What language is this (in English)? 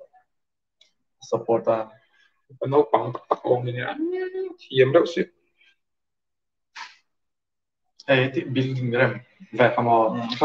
Mizo